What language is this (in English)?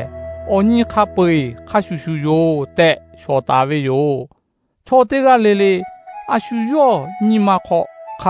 Lahu